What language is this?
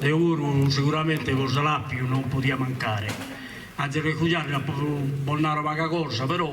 Sardinian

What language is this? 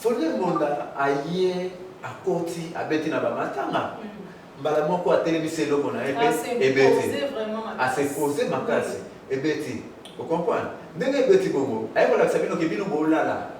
Lingala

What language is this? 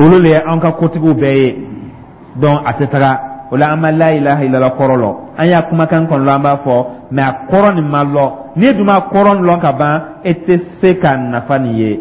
Dyula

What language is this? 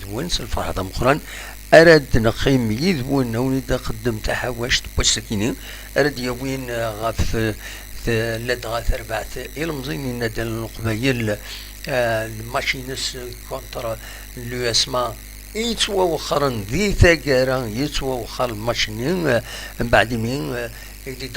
Kabyle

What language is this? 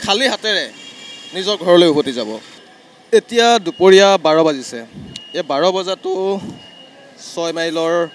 Assamese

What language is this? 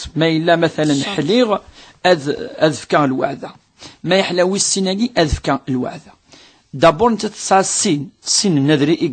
Kabyle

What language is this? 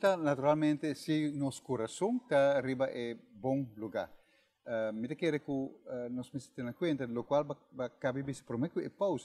Papiamento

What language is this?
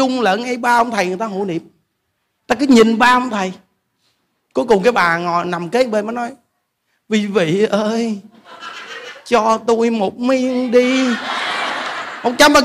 Vietnamese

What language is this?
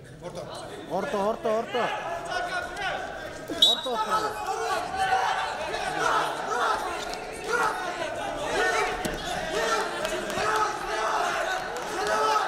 Kazakh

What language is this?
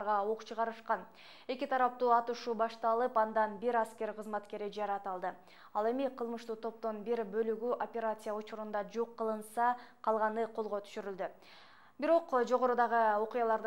Kyrgyz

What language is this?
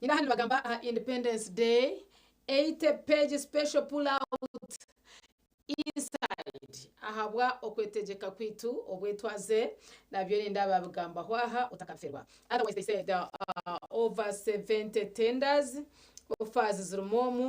Nyankole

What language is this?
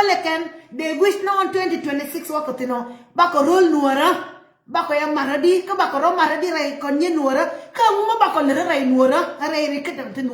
Nuer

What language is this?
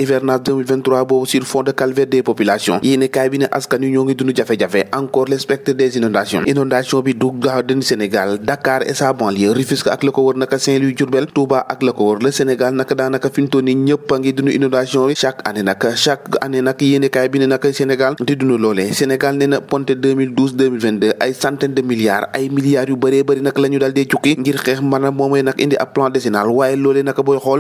Wolof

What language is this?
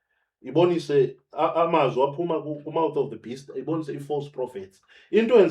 Zulu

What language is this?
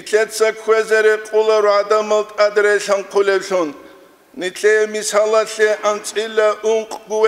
Avaric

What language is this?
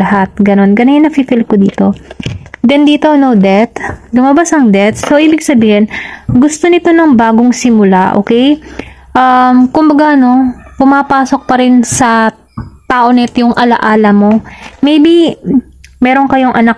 Filipino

